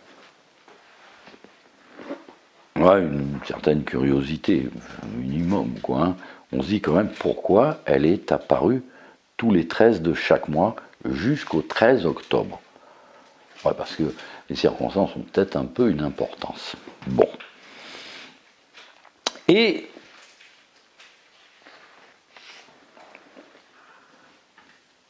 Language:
French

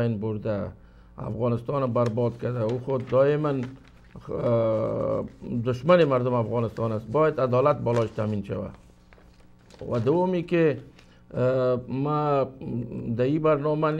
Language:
Persian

